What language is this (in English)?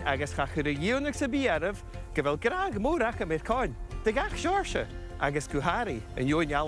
Scottish Gaelic